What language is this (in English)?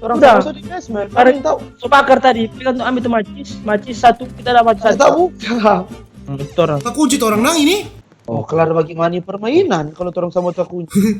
Manado Malay